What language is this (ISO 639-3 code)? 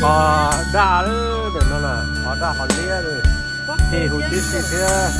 hmn